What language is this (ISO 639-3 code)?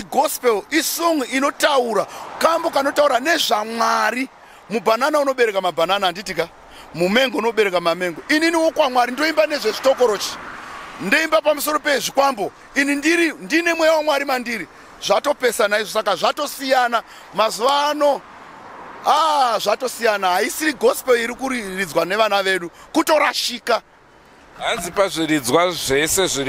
sna